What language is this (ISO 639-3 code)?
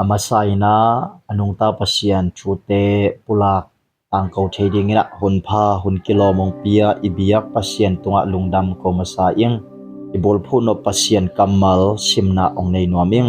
ctd